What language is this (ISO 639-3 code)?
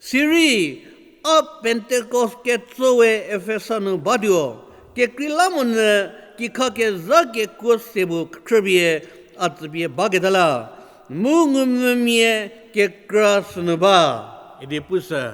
njm